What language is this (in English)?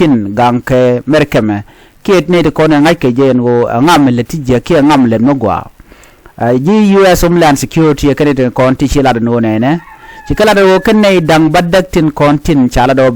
Nuer